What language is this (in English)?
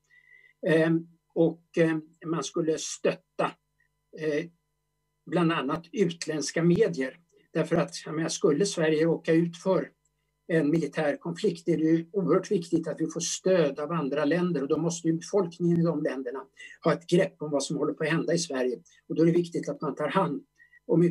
Swedish